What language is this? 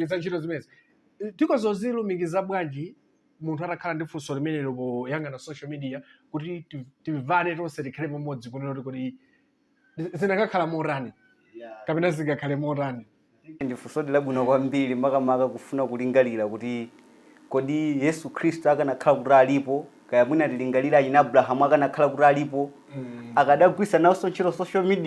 Nyanja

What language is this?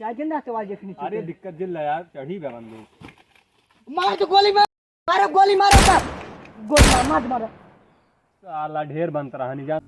Awadhi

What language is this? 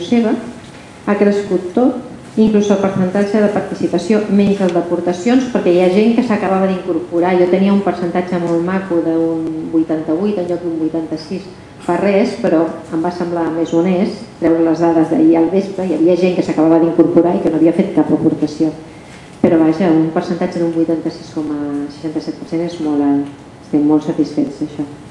Catalan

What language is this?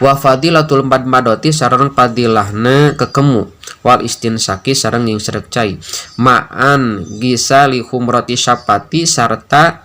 Sundanese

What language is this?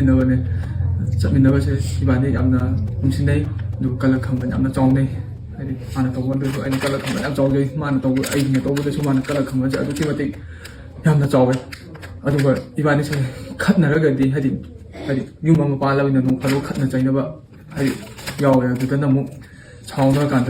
Manipuri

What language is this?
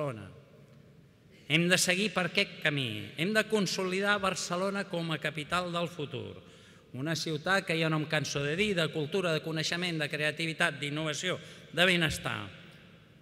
Catalan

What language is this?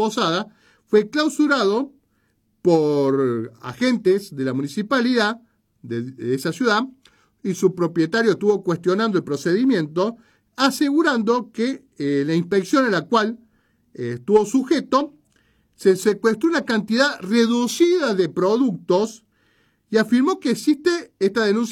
Spanish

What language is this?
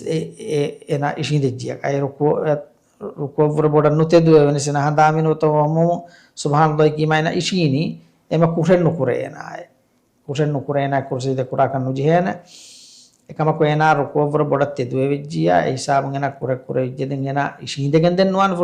Divehi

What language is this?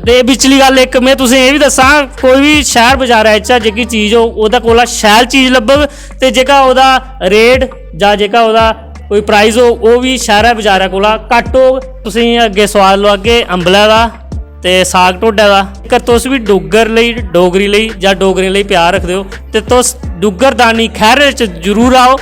Dogri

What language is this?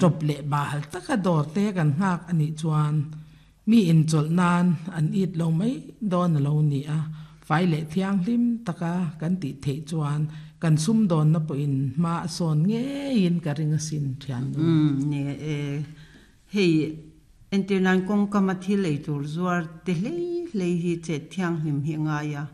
Mizo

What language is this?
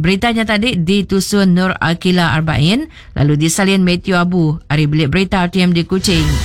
Iban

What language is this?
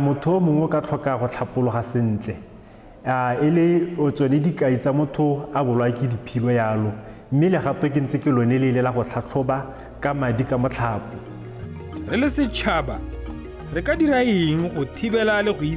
Tswana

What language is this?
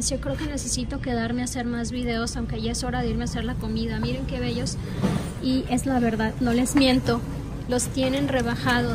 Spanish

